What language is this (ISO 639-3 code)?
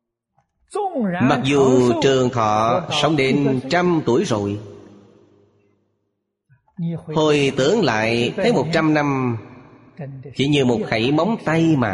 vie